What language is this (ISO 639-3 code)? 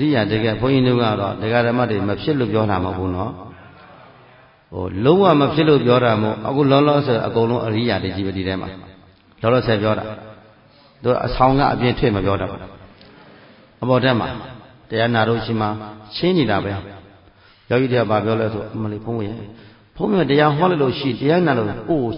mya